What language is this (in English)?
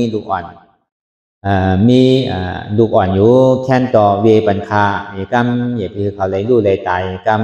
Shan